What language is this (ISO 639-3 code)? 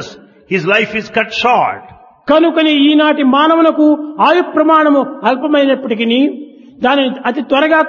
tel